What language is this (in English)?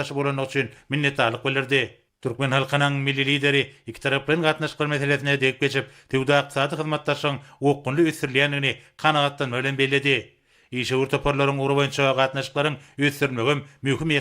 Turkmen